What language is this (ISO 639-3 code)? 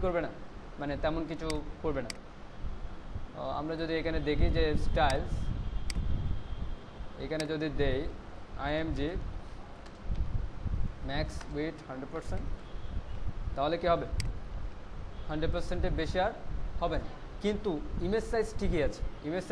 ben